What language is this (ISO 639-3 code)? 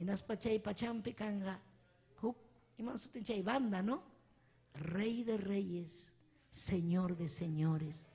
quy